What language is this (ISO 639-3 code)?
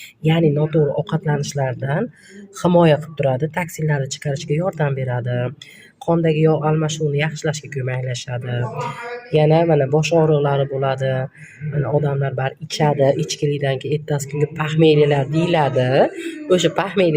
uzb